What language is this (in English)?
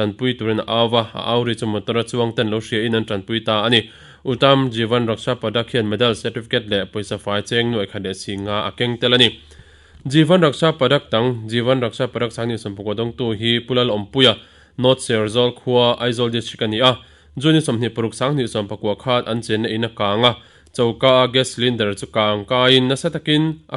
Mizo